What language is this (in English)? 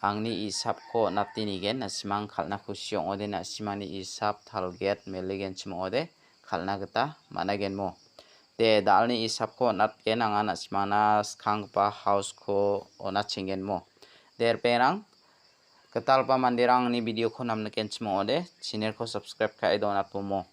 Garo